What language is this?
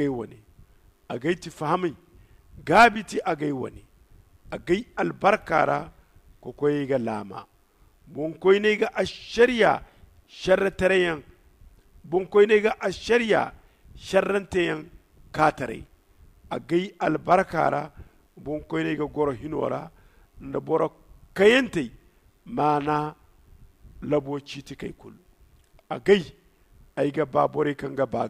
Zarma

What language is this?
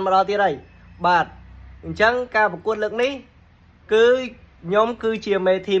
Khmer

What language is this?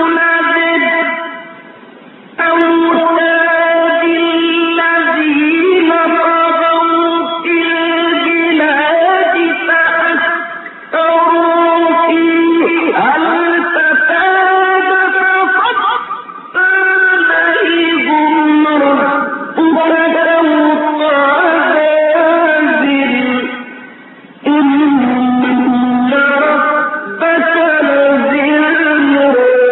Arabic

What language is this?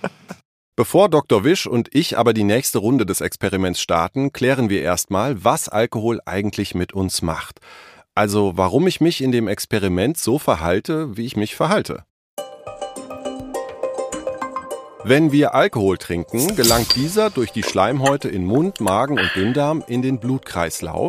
German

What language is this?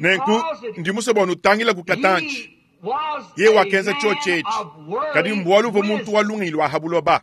Luba-Lulua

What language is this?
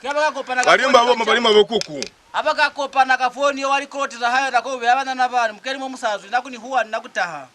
Lozi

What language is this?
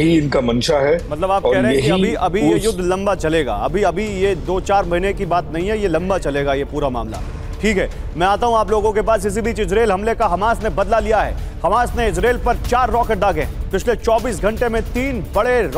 Hindi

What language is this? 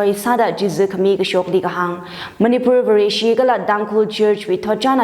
Tangkhul Naga (India)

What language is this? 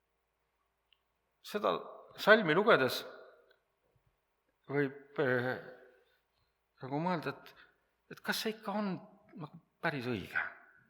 Estonian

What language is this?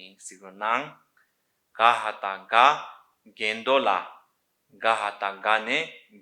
Tibetan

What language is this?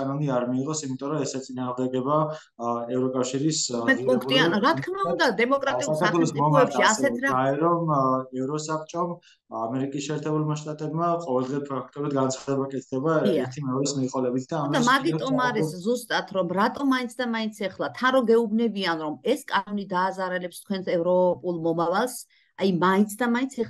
Georgian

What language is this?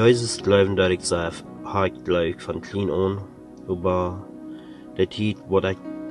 Plautdietsch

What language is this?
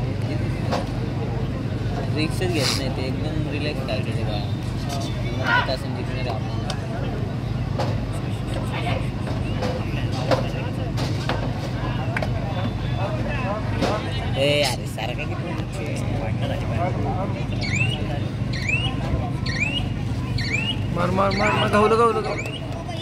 Marathi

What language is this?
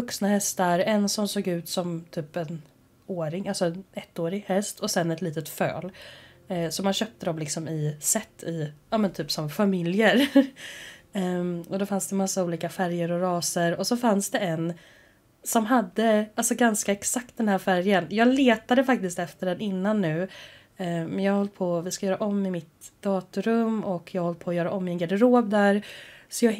Swedish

